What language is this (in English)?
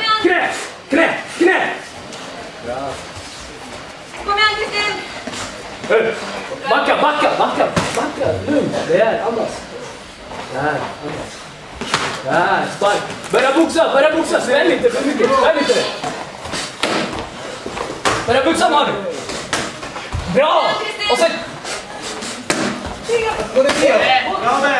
Swedish